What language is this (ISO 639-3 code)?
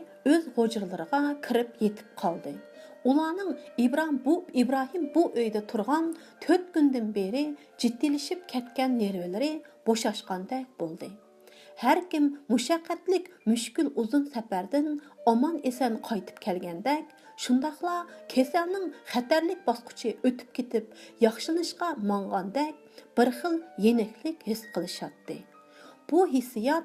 uig